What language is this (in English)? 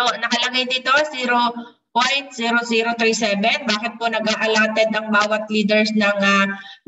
Filipino